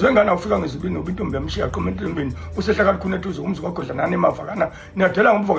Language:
Zulu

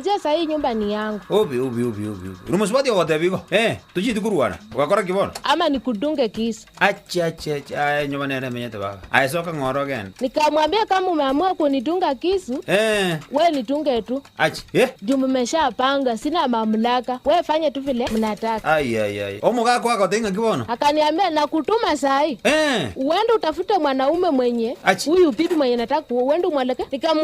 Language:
Gusii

